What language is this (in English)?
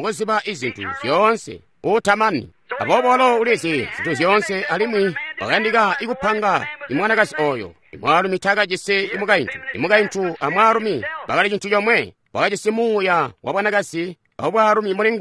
Tonga (Zambia)